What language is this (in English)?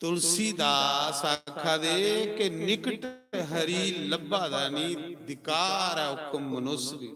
Dogri